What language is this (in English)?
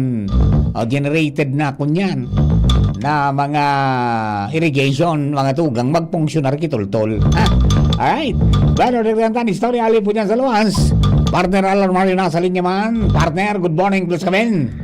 Bikol